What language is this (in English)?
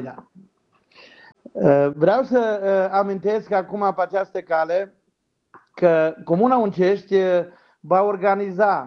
Romanian